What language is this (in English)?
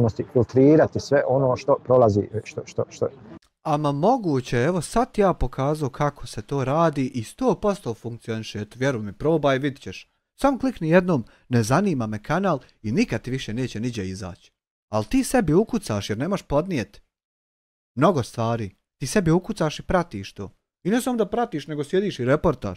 Bosnian